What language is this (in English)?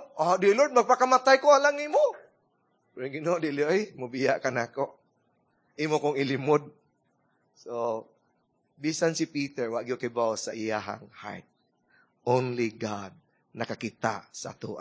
Cebuano